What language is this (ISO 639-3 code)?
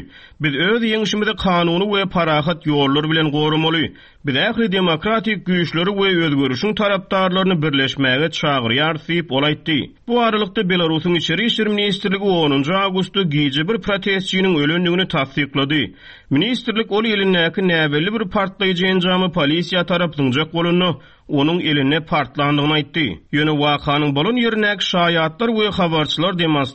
tuk